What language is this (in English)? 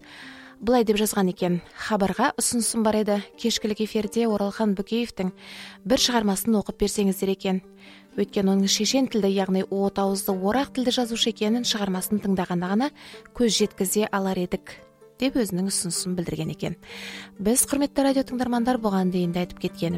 Kazakh